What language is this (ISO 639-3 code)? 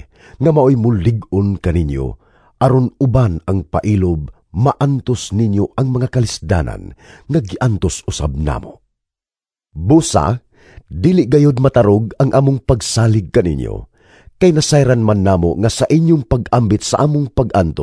ceb